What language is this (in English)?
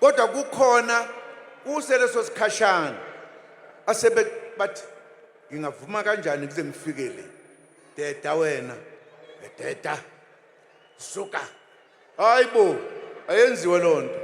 Zulu